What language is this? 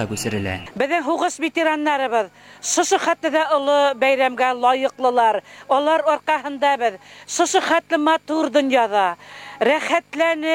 Bashkir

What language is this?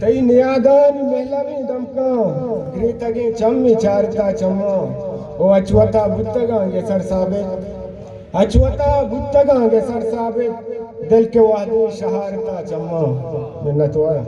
Eastern Balochi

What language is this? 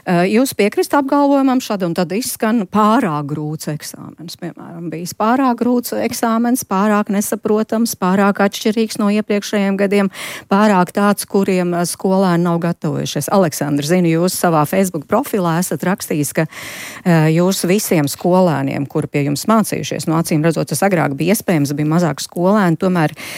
Latvian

